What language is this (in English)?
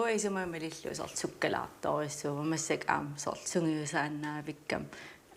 Kalaallisut